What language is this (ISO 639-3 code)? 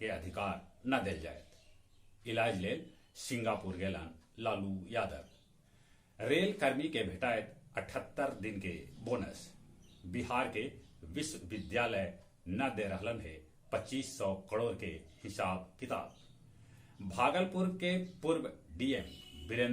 mag